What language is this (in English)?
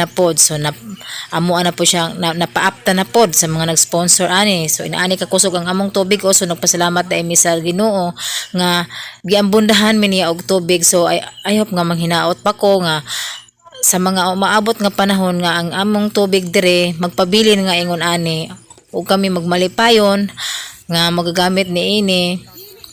Cebuano